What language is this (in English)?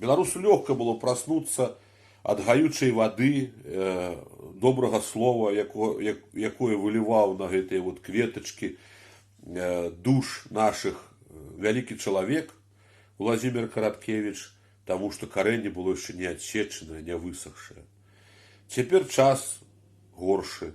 Belarusian